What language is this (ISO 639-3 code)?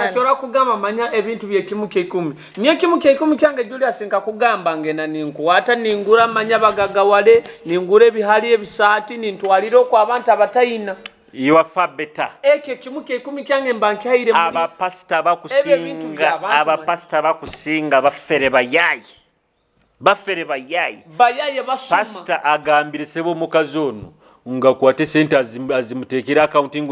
nyo